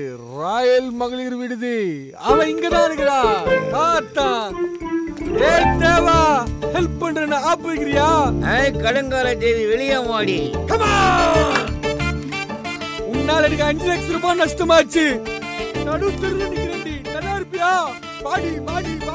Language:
Tamil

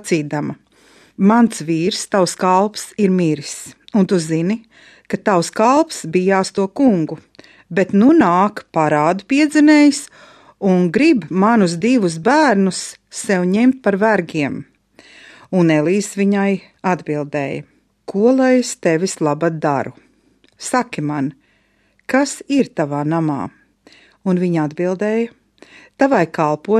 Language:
Latvian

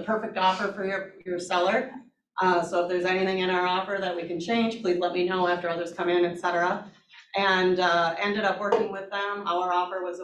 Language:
English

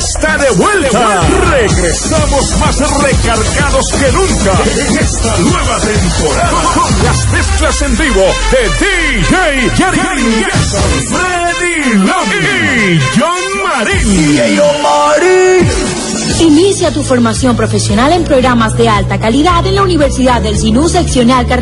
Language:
Spanish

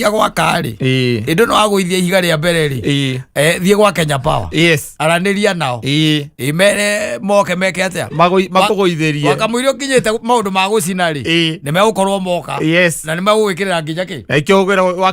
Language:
Kikuyu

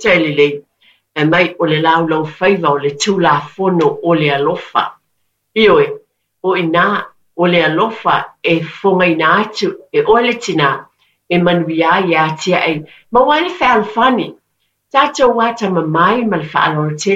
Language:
Samoan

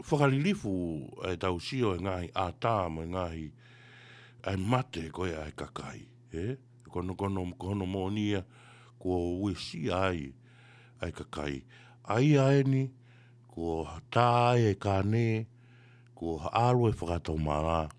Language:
Tongan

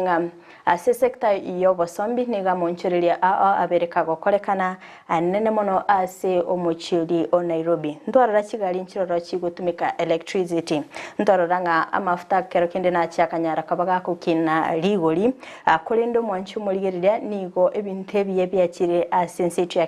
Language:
Gusii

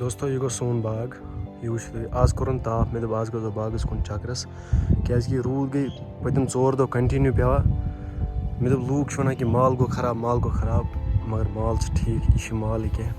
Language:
Kashmiri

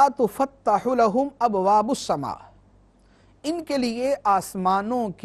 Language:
Urdu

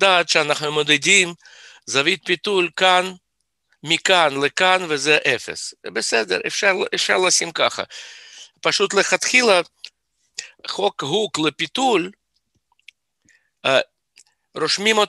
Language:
Hebrew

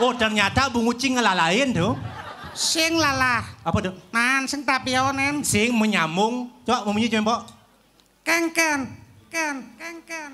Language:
Balinese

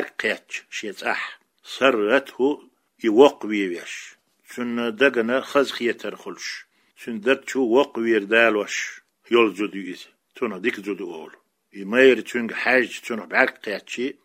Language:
Chechen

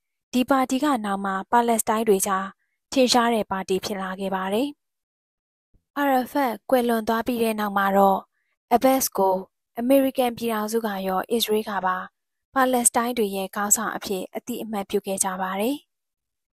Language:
Burmese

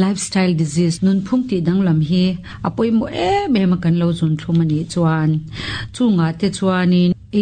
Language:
Mizo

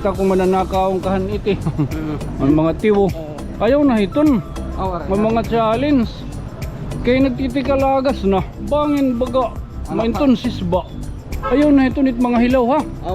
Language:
Waray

